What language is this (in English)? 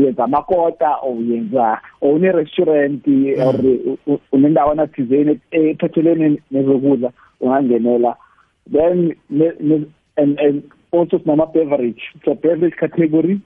South Ndebele